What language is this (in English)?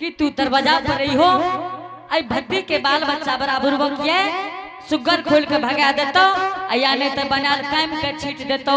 Angika